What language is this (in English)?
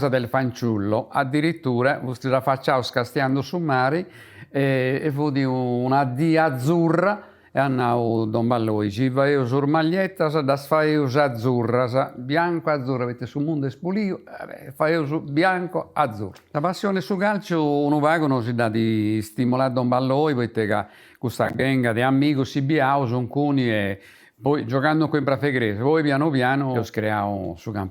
Sardinian